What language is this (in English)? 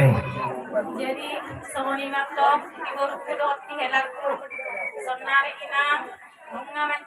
Batak Toba